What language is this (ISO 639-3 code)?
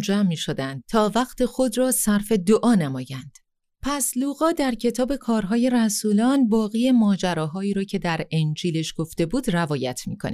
fas